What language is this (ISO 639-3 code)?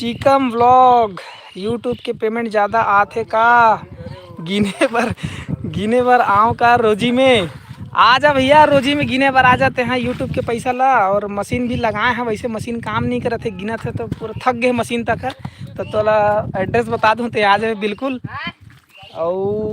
hne